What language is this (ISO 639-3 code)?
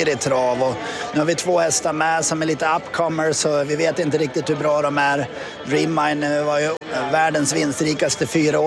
swe